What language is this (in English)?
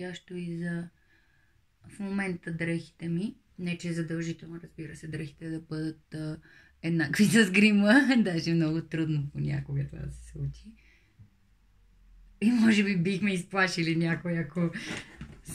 Bulgarian